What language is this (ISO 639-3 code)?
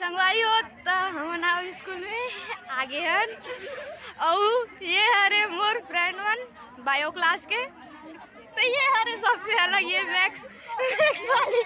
hne